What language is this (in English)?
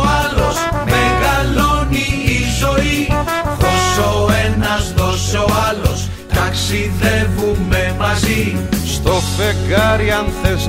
Greek